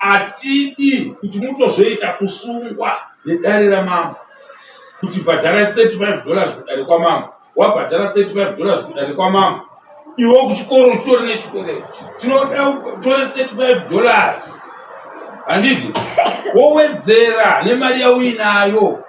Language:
Shona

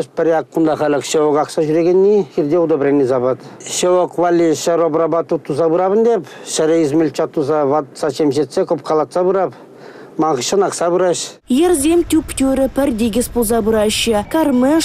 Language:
Chuvash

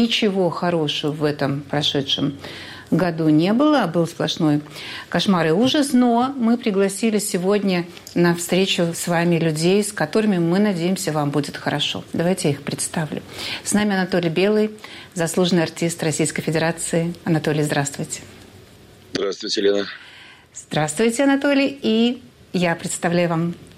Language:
Russian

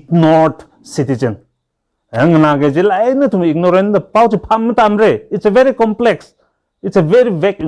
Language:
Tangkhul Naga (India)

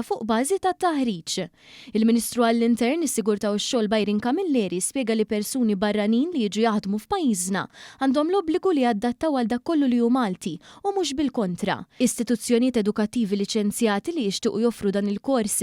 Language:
Maltese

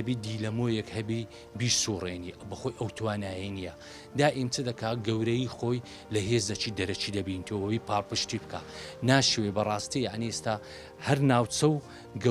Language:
Central Kurdish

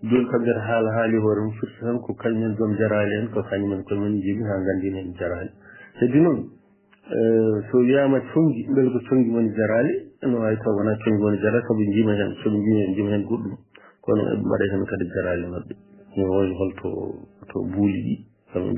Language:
Fula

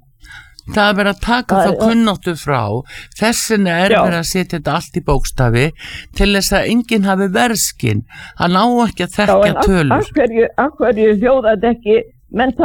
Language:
Icelandic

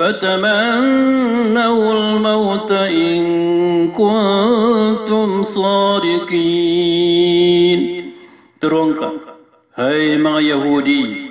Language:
Maranao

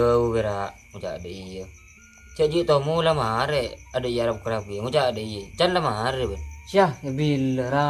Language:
Madurese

